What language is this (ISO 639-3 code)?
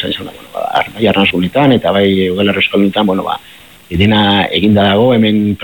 eus